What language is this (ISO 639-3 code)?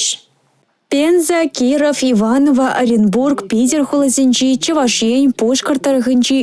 chv